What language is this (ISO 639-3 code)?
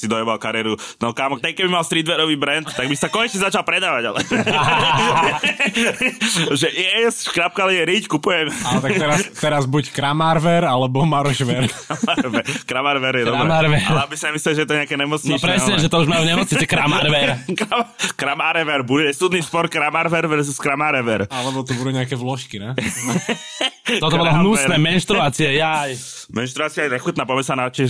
slk